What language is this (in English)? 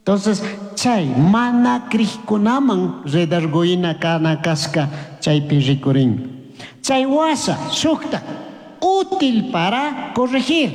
Chimborazo Highland Quichua